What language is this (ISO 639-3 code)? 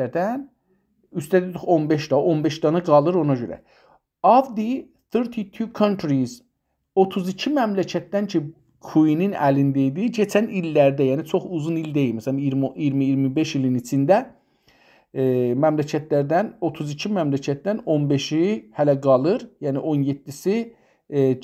azb